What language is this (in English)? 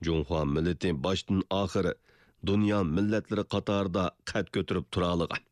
Uyghur